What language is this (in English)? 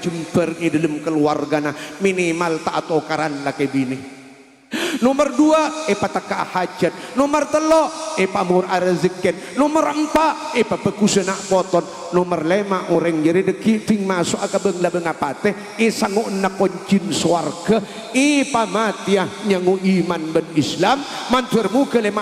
Madurese